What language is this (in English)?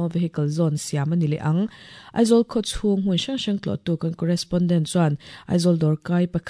Mizo